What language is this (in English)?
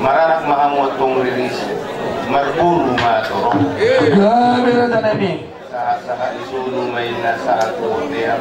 Batak Toba